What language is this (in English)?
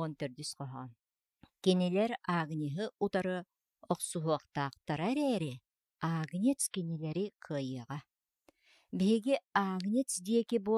Yakut